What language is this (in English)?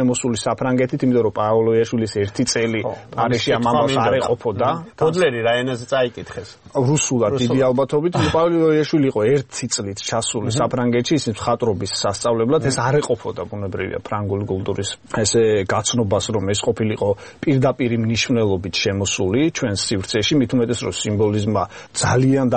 Georgian